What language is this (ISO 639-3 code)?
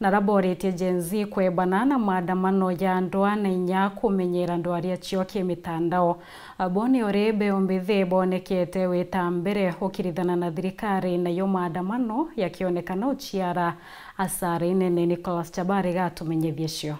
mer